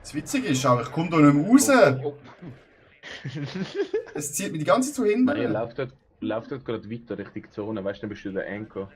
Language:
Swiss German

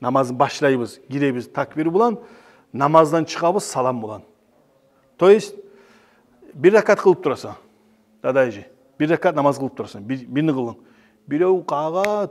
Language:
Kumyk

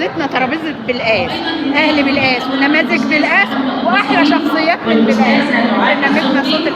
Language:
Egyptian Arabic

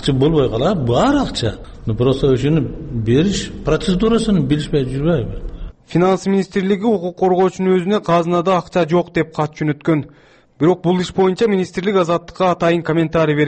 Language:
Kyrgyz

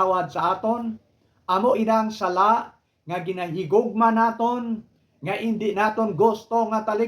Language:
Hiligaynon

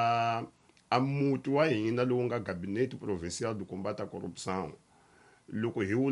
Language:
Tsonga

